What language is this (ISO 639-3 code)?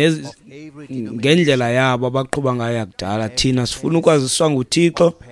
xho